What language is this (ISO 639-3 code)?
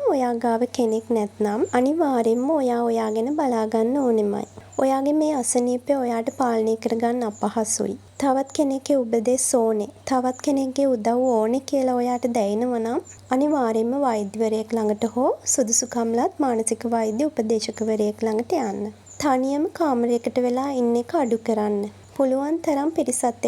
sin